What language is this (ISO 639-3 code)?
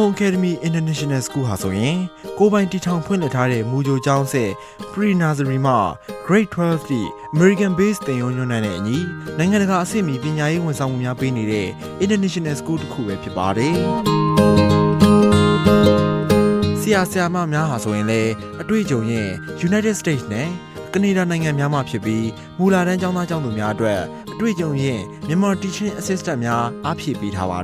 mya